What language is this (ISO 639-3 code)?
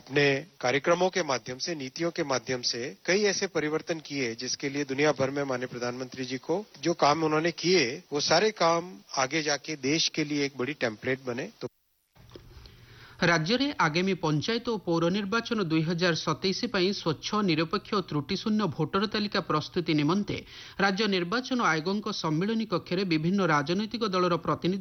ori